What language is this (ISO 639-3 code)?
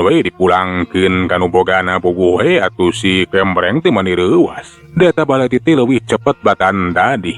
sun